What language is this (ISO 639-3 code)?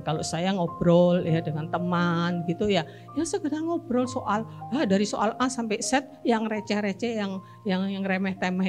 ind